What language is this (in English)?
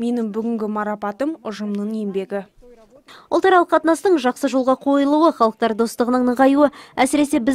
Kazakh